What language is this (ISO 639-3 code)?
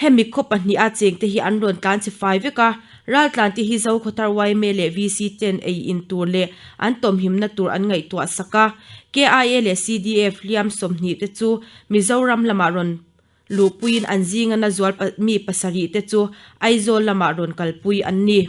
lus